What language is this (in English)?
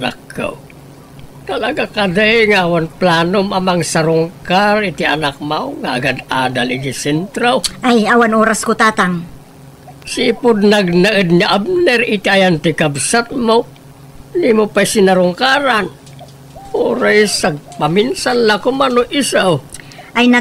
Iloko